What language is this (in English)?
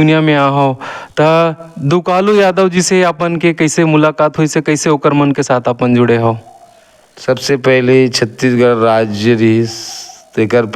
Chhattisgarhi